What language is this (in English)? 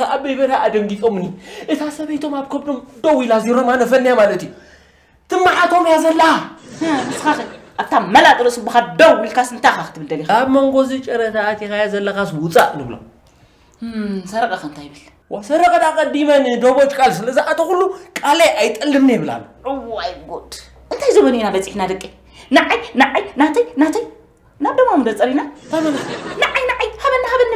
Tigrinya